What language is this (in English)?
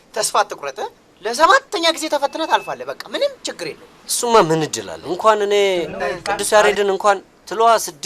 Amharic